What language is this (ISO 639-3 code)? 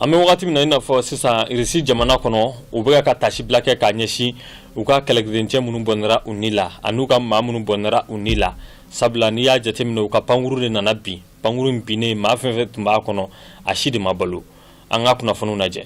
bam